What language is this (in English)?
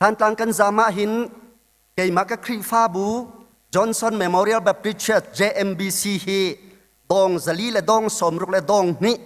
Hakha Chin